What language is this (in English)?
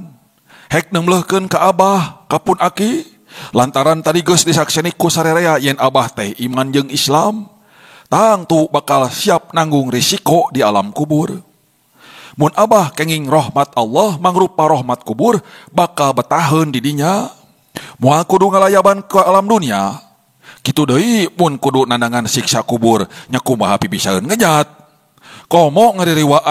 Sundanese